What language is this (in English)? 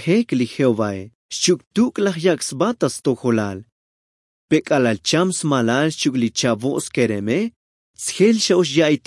Tzotzil